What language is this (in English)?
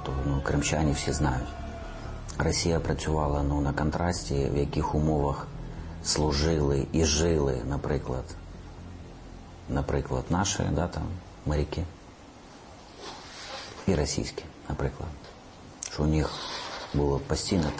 Ukrainian